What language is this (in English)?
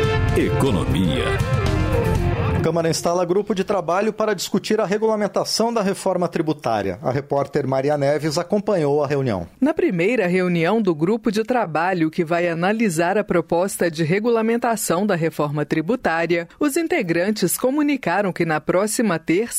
Portuguese